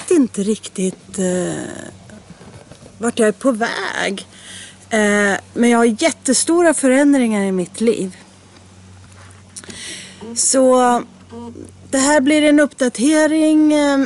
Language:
Swedish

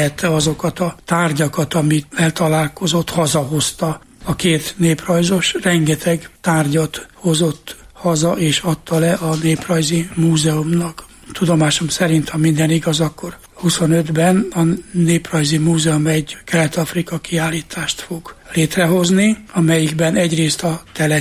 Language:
Hungarian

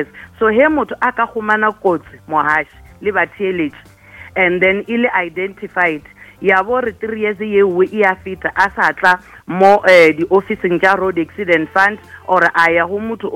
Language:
Northern Sotho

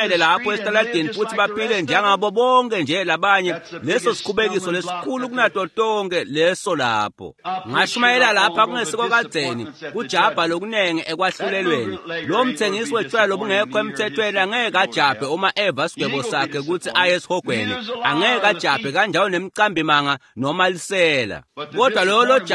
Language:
Swati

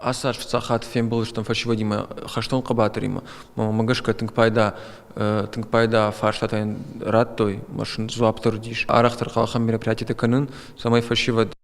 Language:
Ossetic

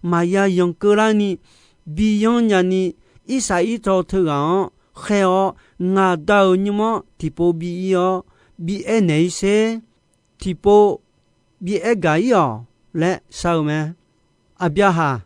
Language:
Akha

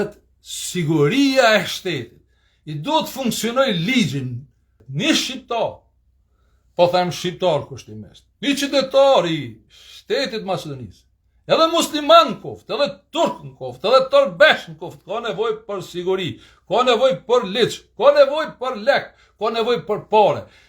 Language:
Albanian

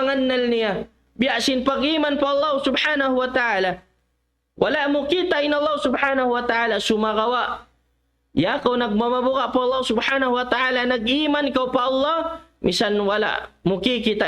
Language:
Tausug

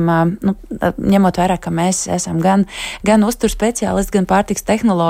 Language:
Latvian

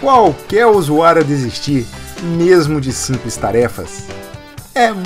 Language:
Portuguese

